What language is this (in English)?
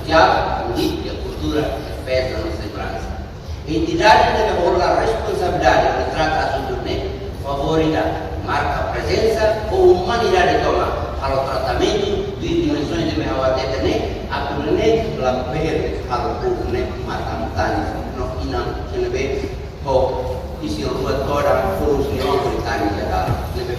Tetum